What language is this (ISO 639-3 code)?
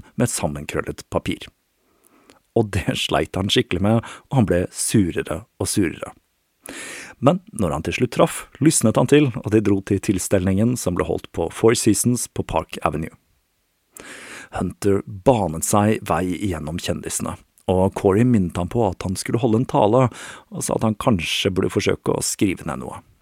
nor